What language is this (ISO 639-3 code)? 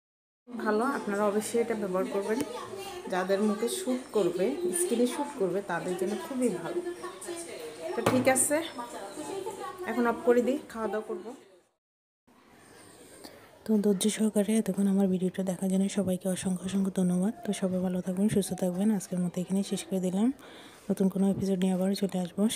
ben